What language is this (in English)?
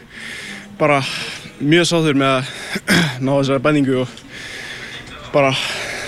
Icelandic